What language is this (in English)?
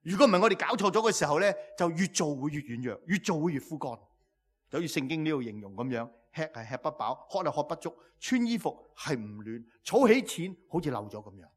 Cantonese